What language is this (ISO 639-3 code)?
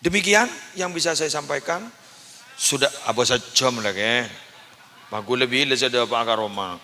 mad